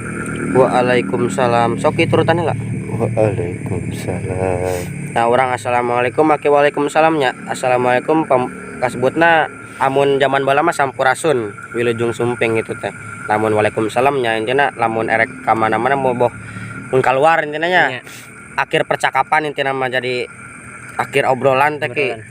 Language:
Sundanese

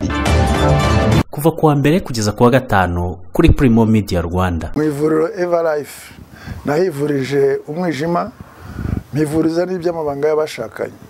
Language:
Kinyarwanda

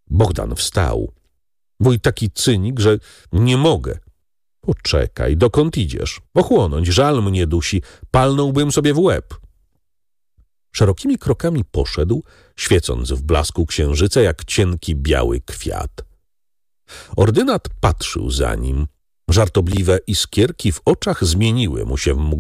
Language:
Polish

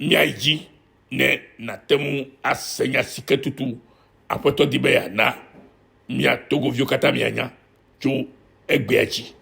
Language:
Ewe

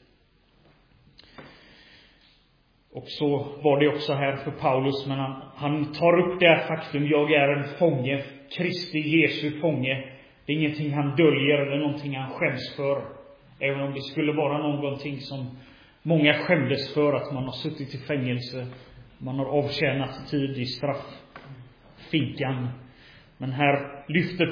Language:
Swedish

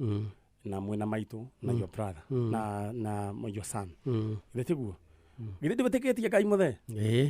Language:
Kikuyu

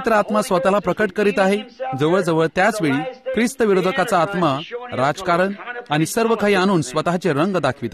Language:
Marathi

